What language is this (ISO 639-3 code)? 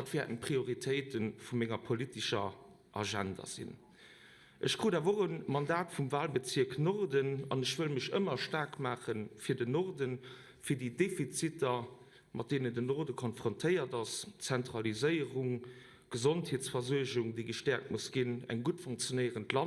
ltz